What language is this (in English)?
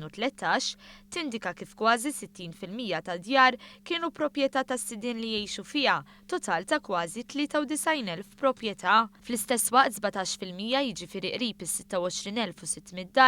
Maltese